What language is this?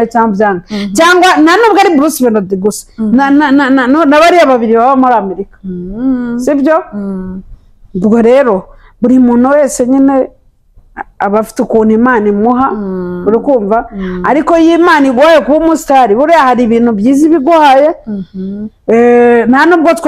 Kinyarwanda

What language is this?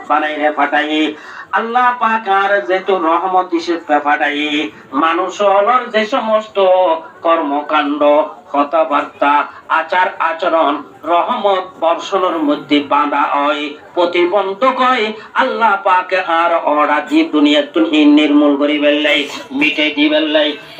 Rohingya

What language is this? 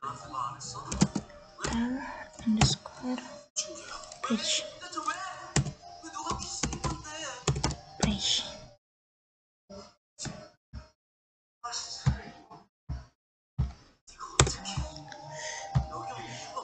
Indonesian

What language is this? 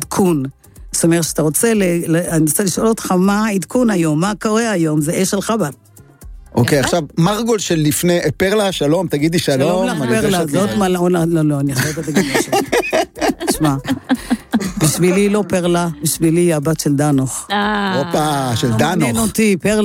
Hebrew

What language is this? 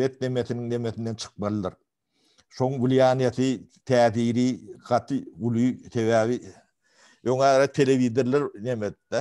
Turkmen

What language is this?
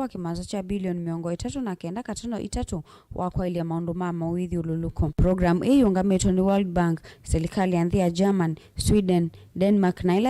Kamba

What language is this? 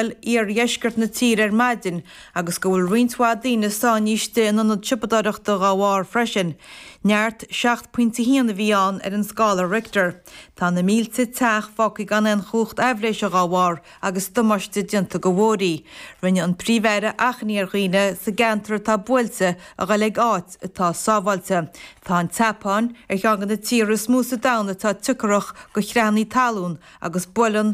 Irish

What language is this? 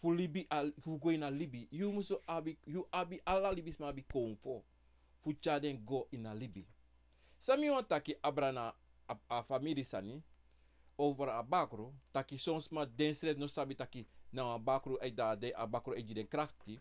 Sranan Tongo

